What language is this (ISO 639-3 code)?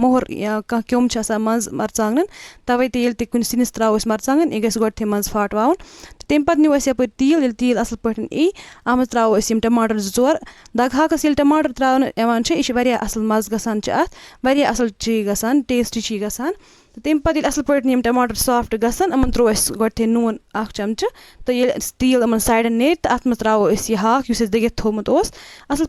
kas